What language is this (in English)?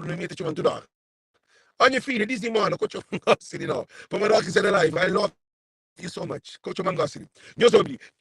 Kabuverdianu